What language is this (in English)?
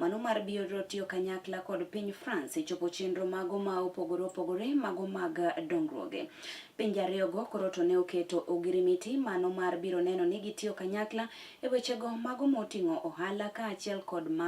Luo (Kenya and Tanzania)